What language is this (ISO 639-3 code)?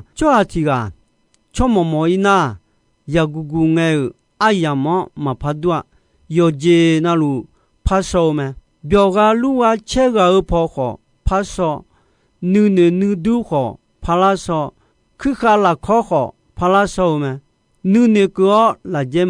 ahk